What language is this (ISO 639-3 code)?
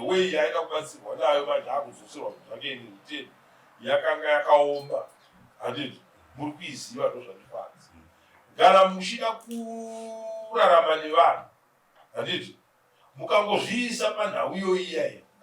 sna